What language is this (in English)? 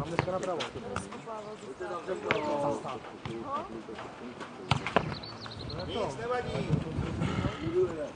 Czech